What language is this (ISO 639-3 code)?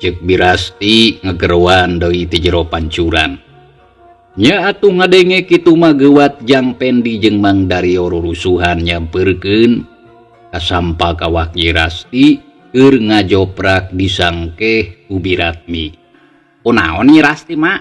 sun